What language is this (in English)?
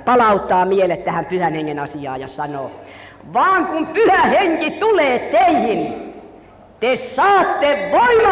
Finnish